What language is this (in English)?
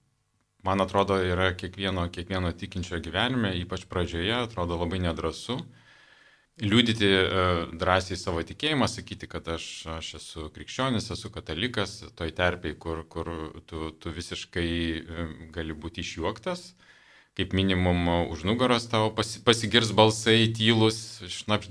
Lithuanian